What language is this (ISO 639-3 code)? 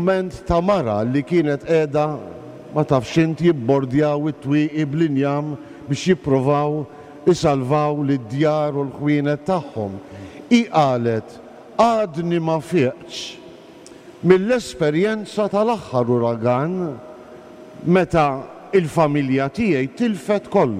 mlt